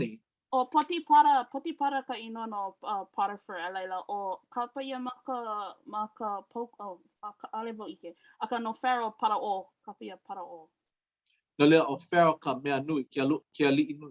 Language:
Hawaiian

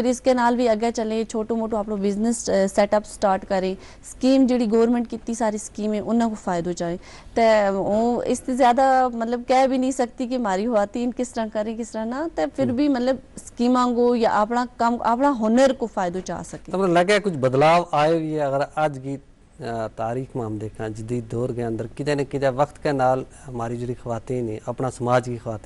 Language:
Gujari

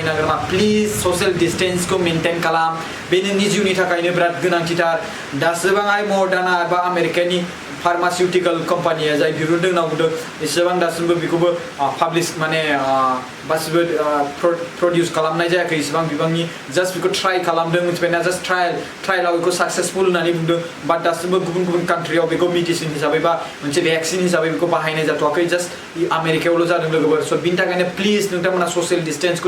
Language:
Bodo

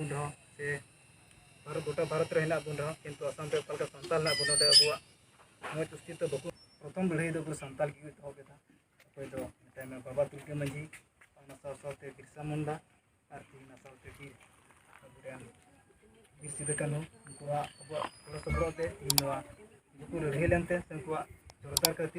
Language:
Santali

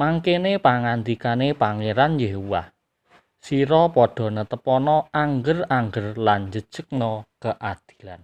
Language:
Javanese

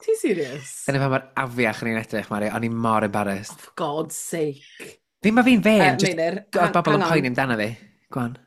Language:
Welsh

